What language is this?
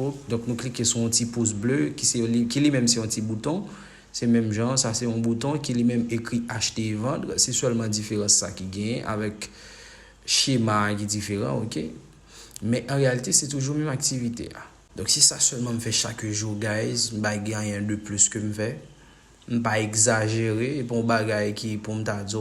Haitian Creole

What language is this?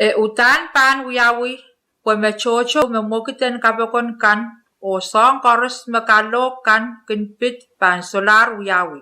Pohnpeian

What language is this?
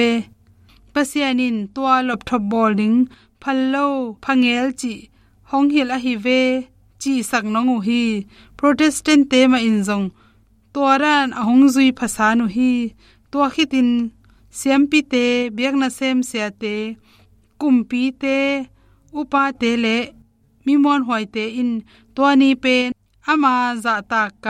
Tedim Chin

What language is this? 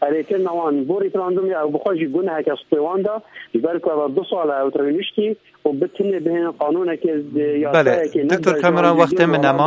Kurdish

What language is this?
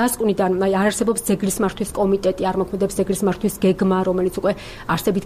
Georgian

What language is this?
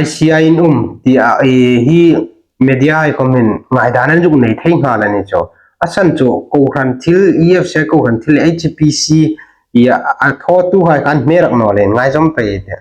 Hmar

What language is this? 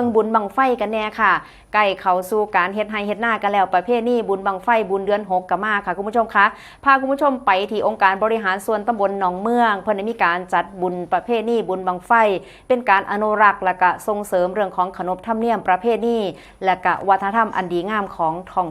Northeastern Thai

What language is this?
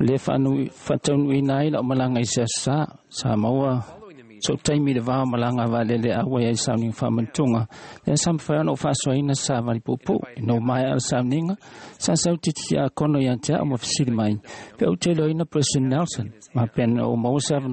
Samoan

